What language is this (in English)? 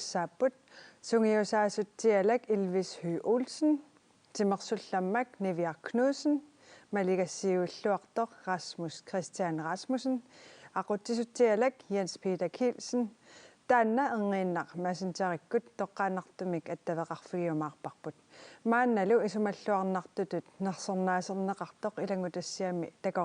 Kalaallisut